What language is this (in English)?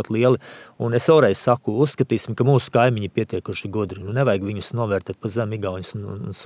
Latvian